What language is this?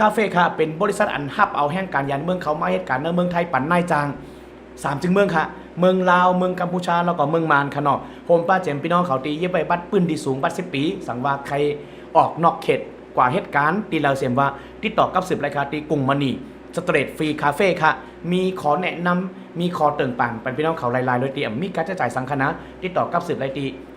Shan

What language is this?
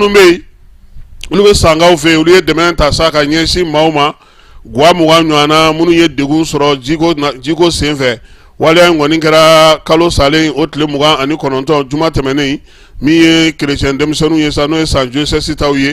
Bambara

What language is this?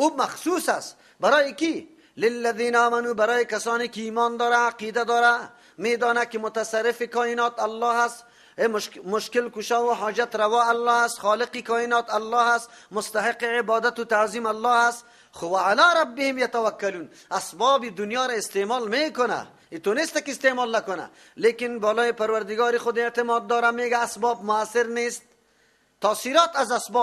Persian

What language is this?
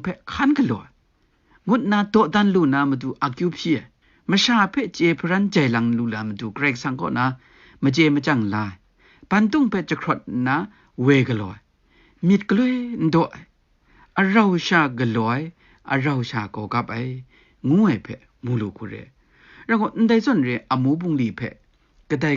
Kachin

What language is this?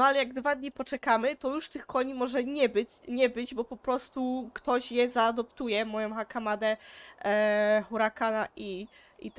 Polish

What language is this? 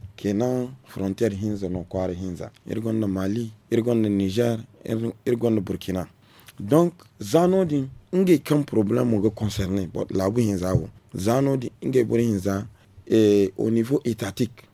Zarma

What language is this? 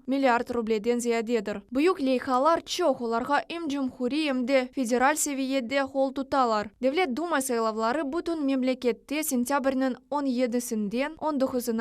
Crimean Tatar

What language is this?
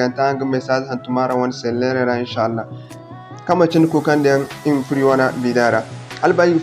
Zarma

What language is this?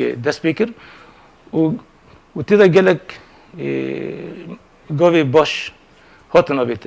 Kurdish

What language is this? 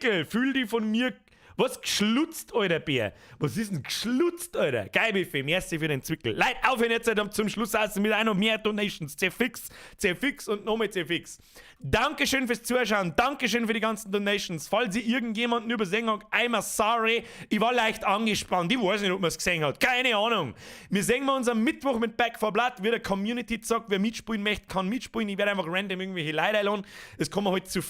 Bavarian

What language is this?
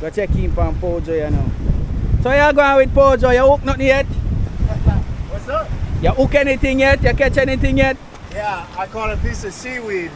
Jamaican Creole English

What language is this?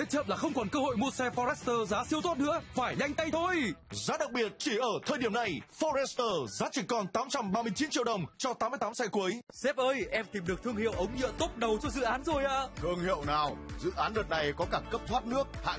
Vietnamese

